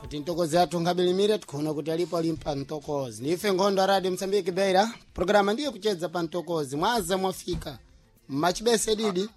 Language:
Sena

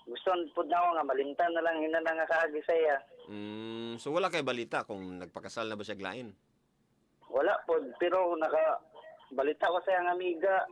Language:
Cebuano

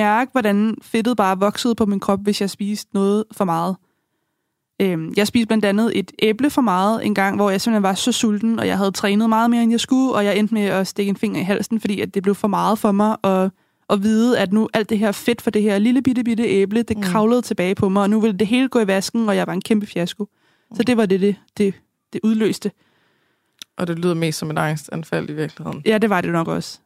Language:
Danish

